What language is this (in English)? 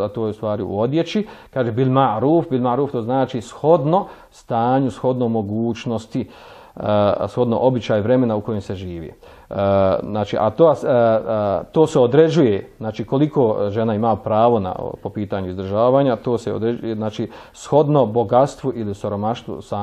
Bosnian